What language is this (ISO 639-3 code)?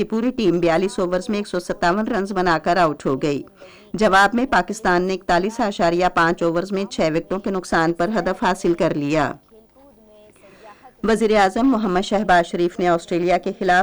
urd